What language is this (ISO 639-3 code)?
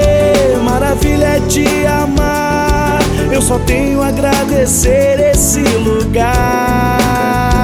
por